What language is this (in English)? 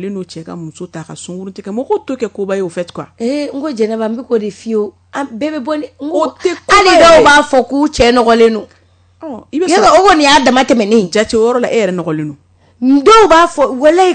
Bambara